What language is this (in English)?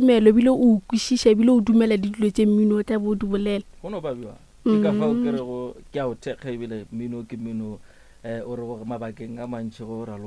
Northern Sotho